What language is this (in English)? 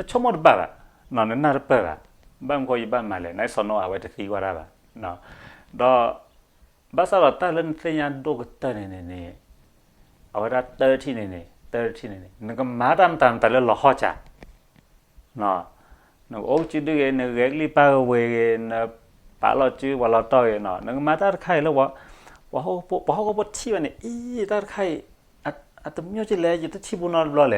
S'gaw Karen